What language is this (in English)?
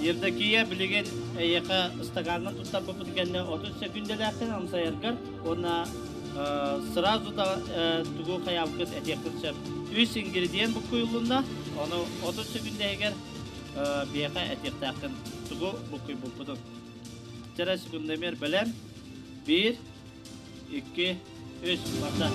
Yakut